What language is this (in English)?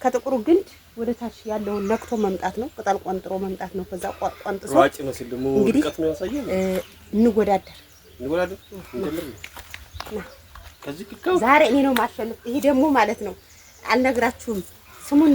Amharic